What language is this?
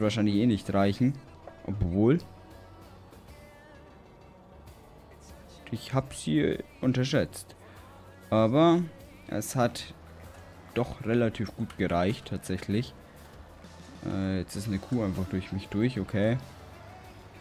German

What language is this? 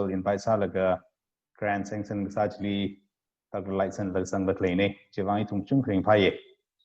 Tangkhul Naga (India)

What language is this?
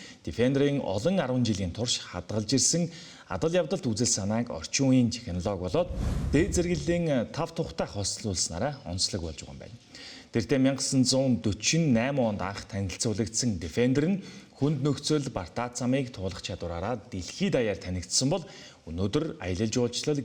Mongolian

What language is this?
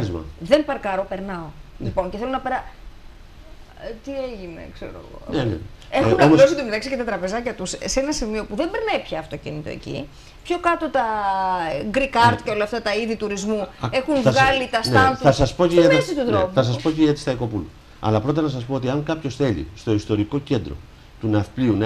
Greek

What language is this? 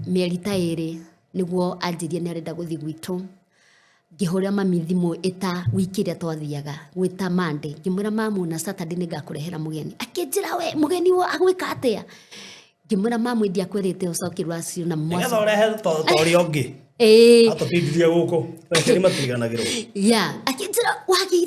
Kikuyu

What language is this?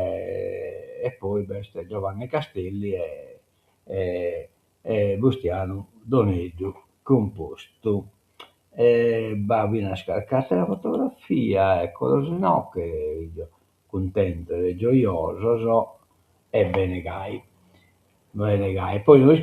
Sardinian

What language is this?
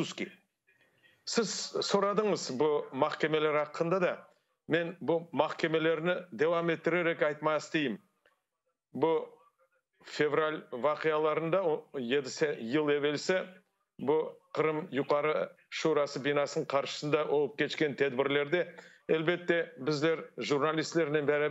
Crimean Tatar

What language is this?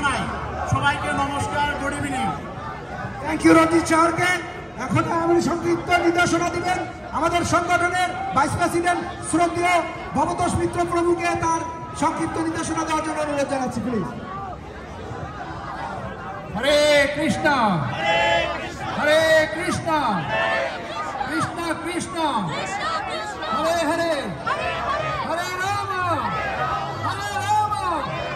Bangla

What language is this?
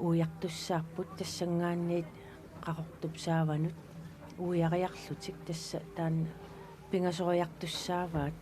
Kalaallisut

